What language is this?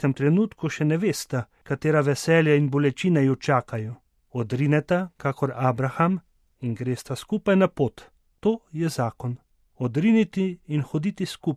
Slovenian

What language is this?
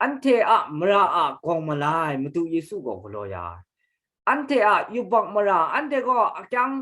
Kachin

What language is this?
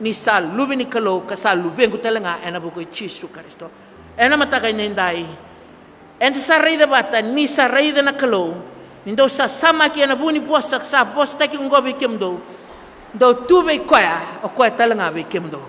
Fijian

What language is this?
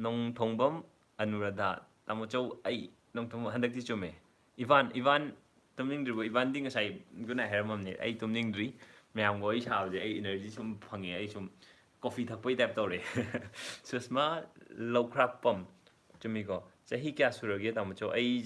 Manipuri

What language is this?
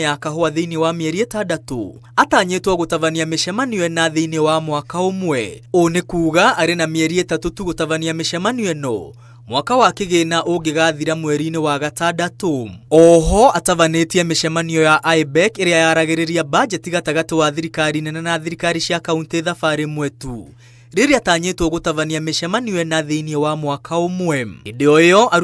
Kikuyu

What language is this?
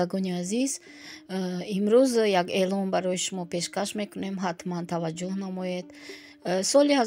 Tajik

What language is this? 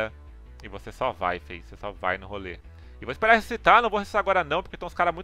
Portuguese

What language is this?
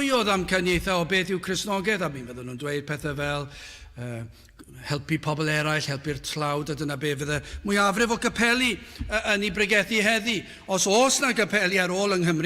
Welsh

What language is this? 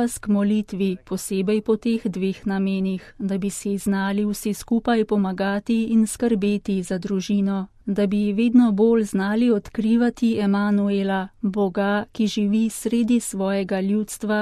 Slovenian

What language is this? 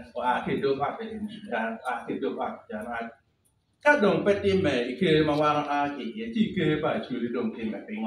Acoli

